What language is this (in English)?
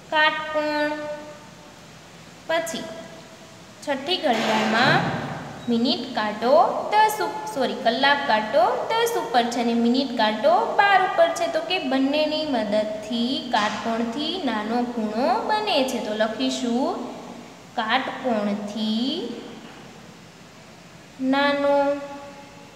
Gujarati